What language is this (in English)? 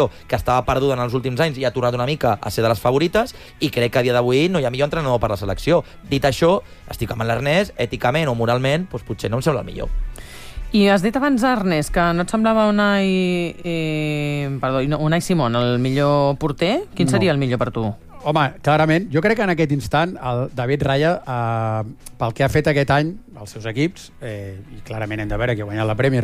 Catalan